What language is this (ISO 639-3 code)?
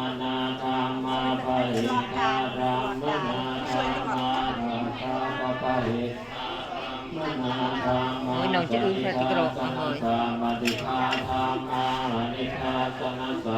pli